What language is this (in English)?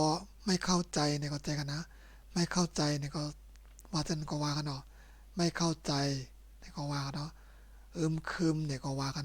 Shan